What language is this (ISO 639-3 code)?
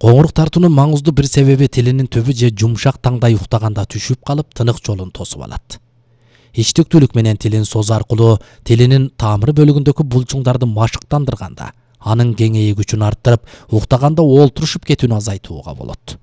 kir